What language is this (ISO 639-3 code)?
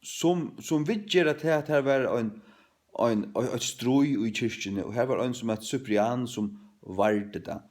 fao